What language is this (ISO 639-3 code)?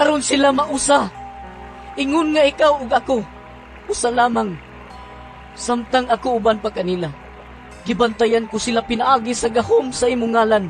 ceb